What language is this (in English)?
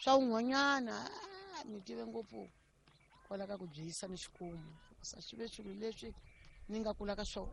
Tsonga